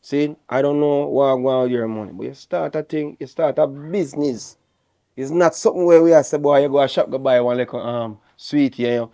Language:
Jamaican Creole English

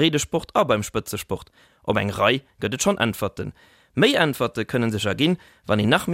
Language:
Luxembourgish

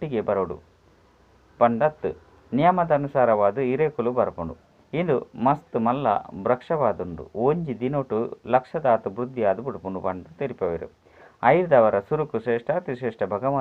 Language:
Tulu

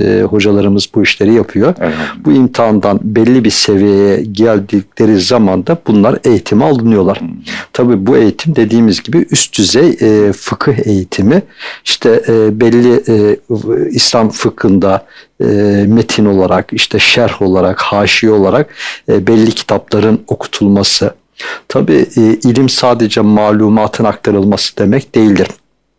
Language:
Turkish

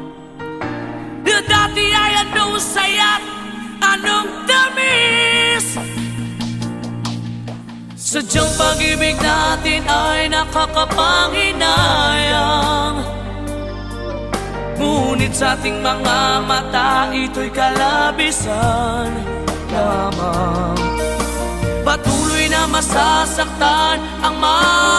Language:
Filipino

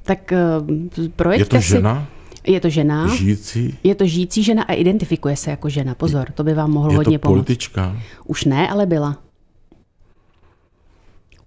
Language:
Czech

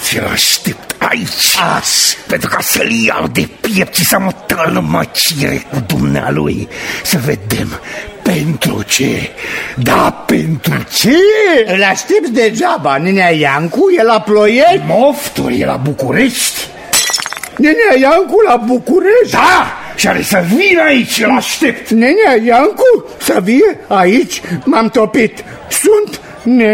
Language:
Romanian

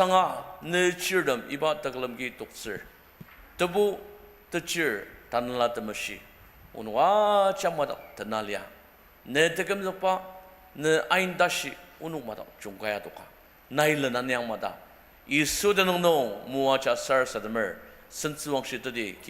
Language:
Ao Naga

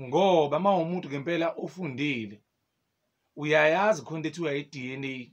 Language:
Zulu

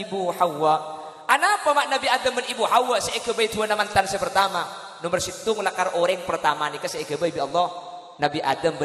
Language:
Madurese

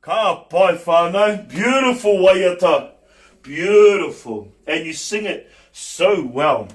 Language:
Māori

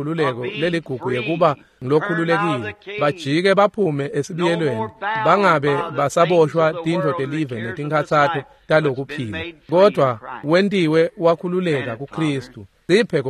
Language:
Swati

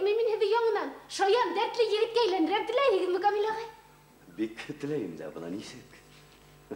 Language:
Bashkir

